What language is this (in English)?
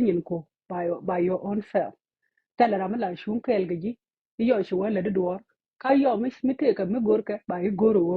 Nuer